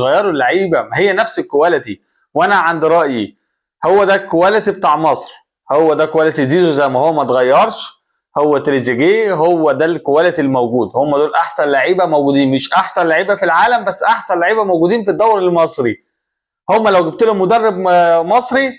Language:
Egyptian Arabic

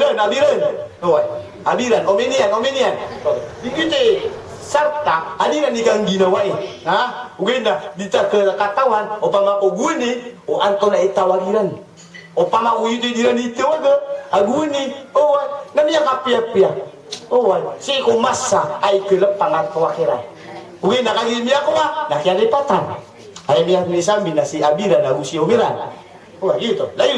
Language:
Maranao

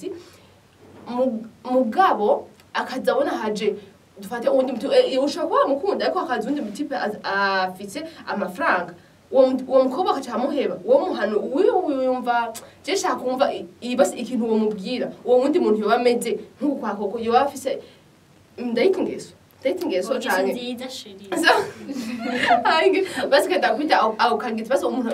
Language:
Rundi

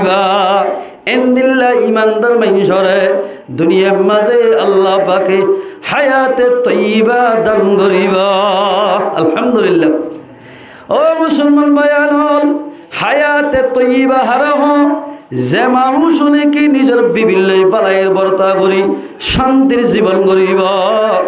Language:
Rohingya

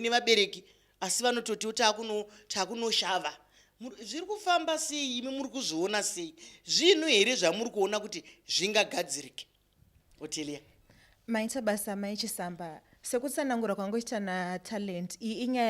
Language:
Shona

